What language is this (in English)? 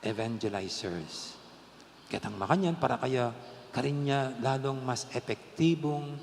Pampanga